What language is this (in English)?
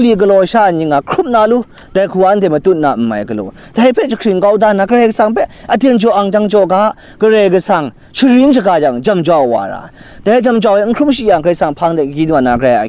Kachin